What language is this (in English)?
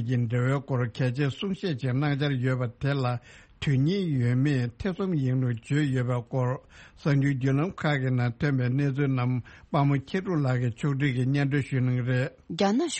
Tibetan